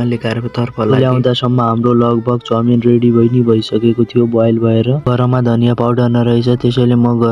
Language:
Nepali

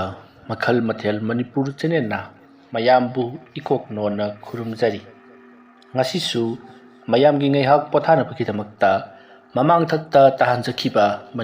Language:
Manipuri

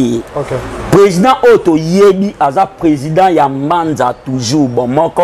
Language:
Lingala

